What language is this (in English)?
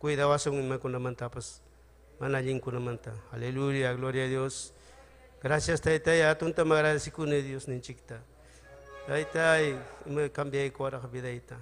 Ayacucho Quechua